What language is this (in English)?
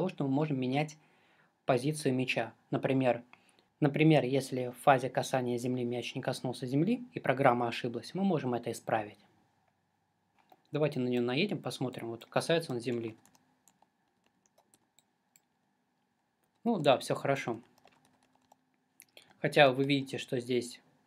Russian